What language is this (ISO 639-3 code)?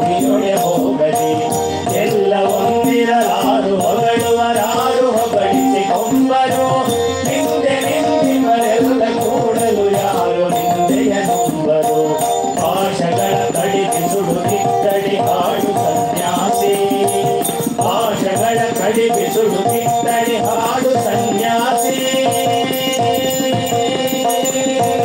kan